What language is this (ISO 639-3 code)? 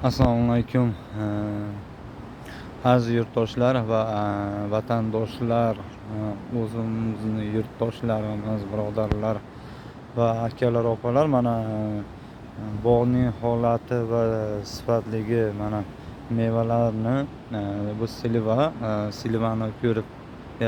uzb